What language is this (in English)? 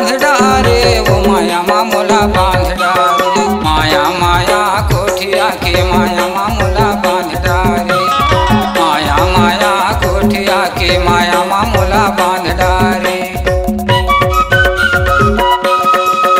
Chhattisgarhi